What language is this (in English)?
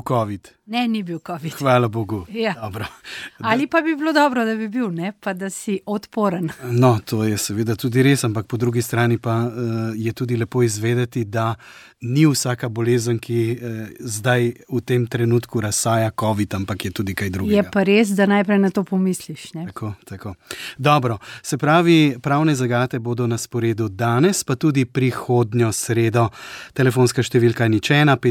Slovenian